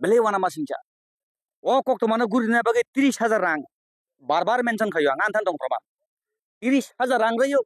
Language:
Kok Borok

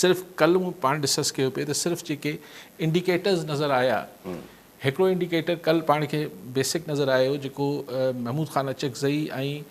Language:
Sindhi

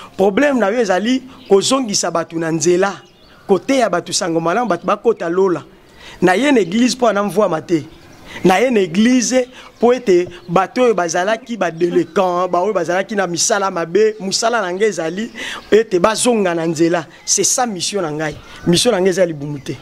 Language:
Lingala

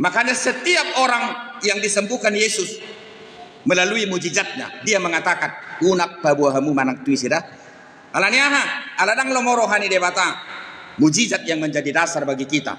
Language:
Batak Toba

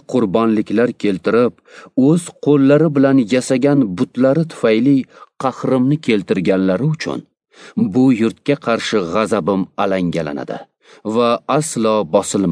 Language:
Uzbek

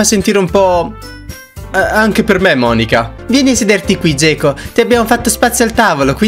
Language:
Italian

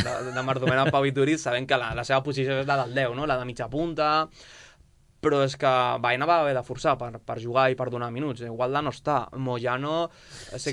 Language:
Catalan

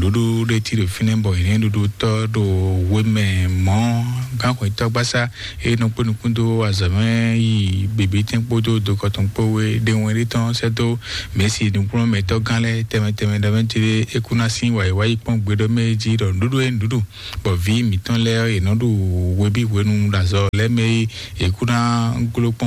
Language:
Fon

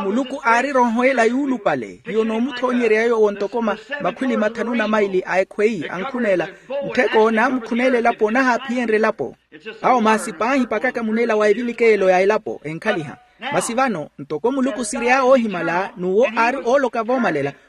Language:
Makhuwa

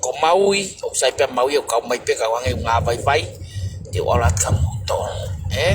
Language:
Tongan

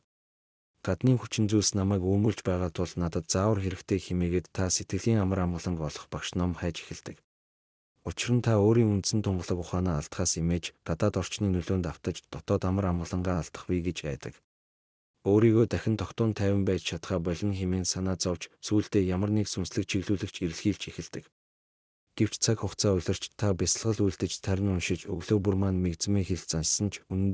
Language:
Mongolian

